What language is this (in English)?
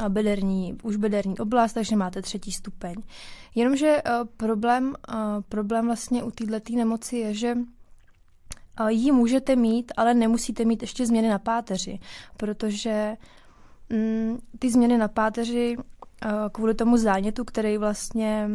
Czech